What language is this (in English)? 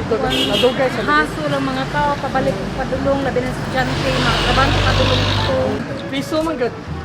Cebuano